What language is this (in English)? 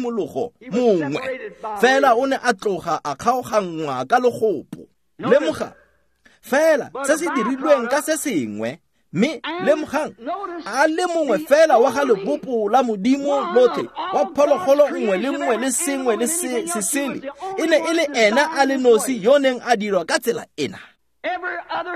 Tswana